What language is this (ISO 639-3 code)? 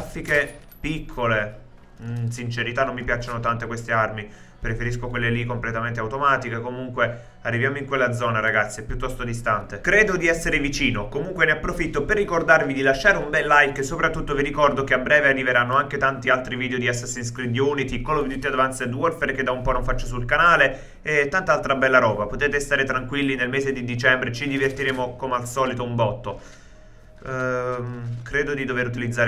ita